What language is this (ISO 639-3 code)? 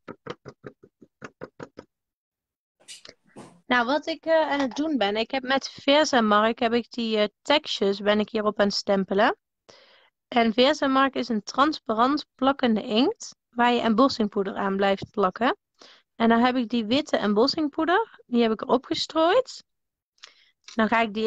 nld